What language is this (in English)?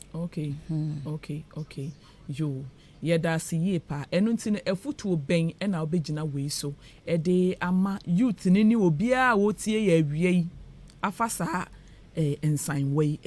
Akan